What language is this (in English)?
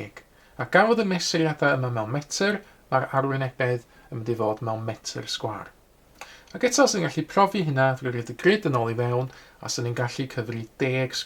Welsh